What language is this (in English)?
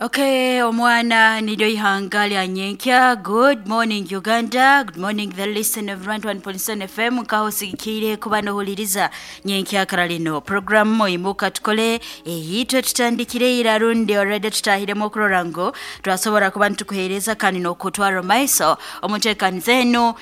Nyankole